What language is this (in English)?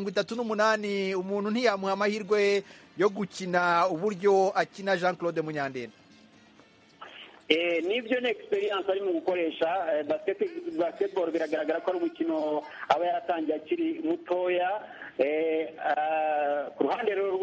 Kinyarwanda